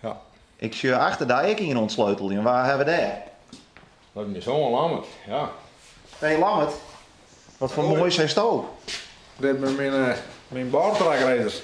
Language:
Western Frisian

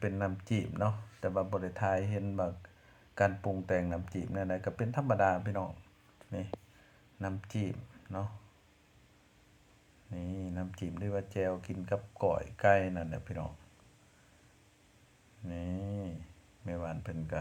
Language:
Lao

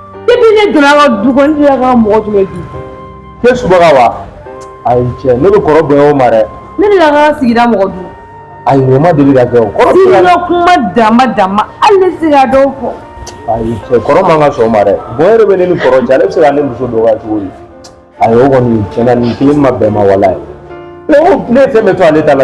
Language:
Bambara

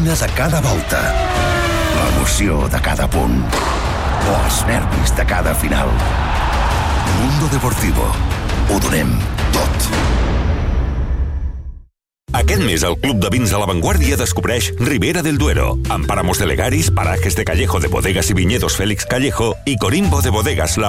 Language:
Catalan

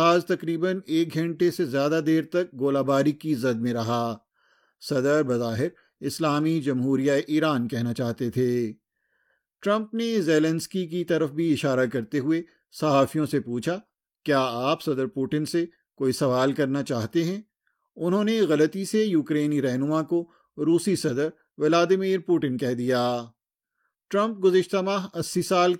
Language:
Urdu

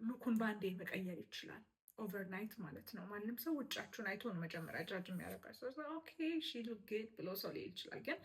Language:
Amharic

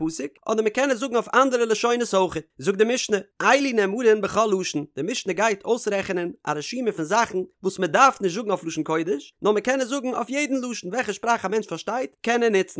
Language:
Yiddish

